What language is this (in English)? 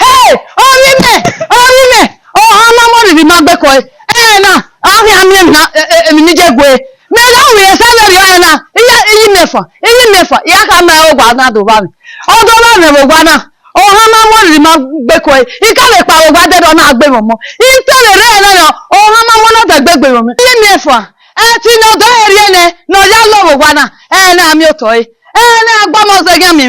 Bini